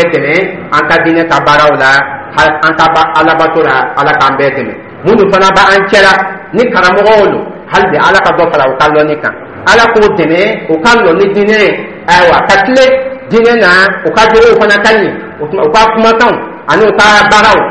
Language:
Dyula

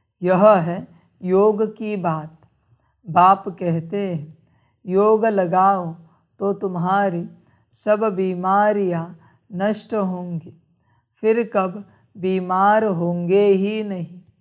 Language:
Hindi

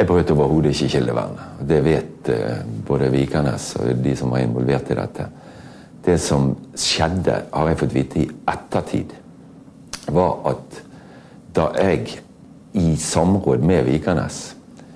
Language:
Norwegian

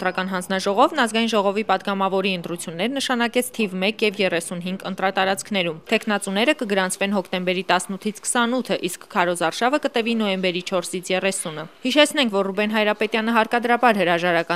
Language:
Armenian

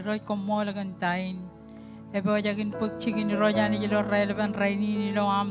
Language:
Marshallese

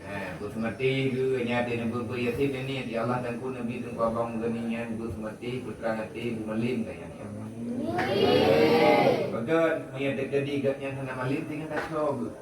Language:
Achinese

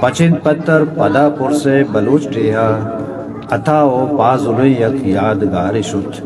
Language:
Eastern Balochi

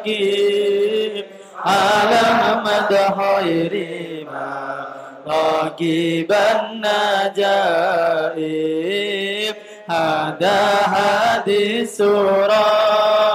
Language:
Javanese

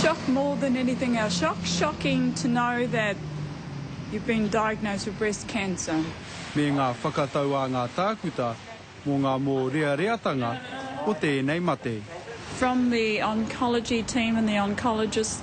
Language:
Māori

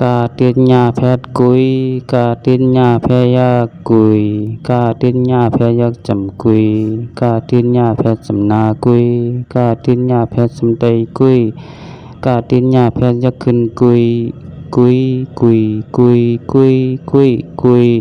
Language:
Shan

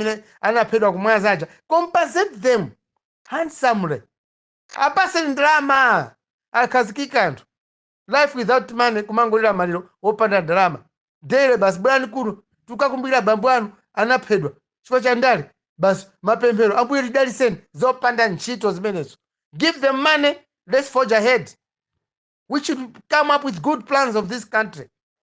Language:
Nyanja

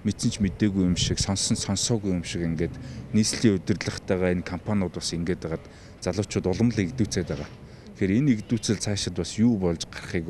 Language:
Mongolian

